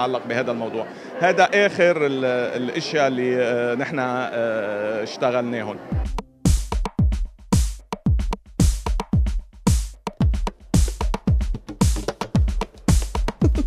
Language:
North Levantine Arabic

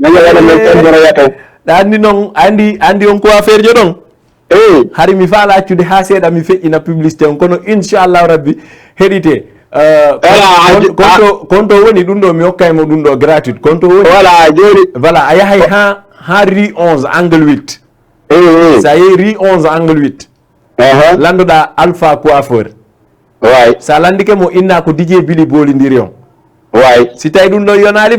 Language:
Fula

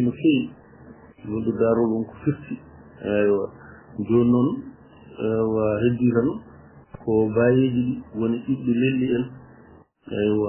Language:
Fula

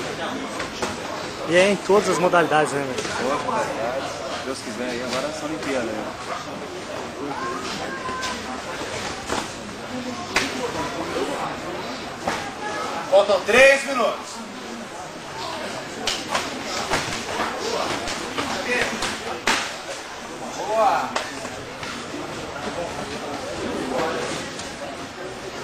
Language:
Portuguese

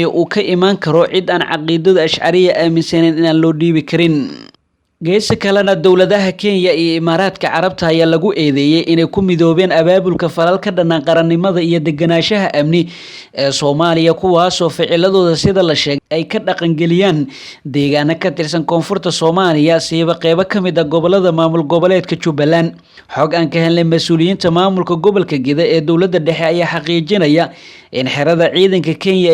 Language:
Somali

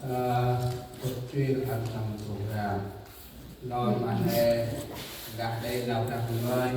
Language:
Central Mnong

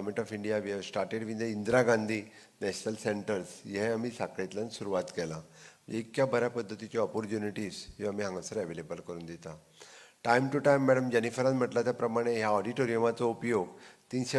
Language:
Konkani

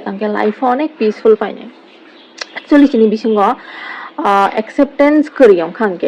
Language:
Kok Borok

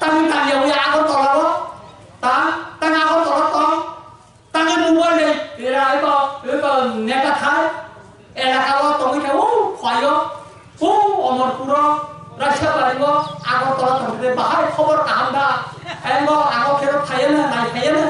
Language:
Kok Borok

